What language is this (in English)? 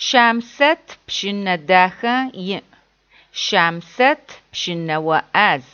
Adyghe